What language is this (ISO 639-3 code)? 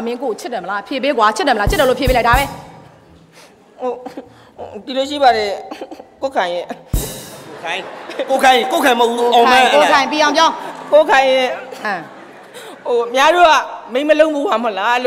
mya